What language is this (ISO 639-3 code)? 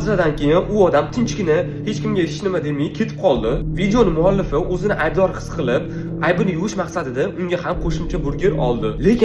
uzb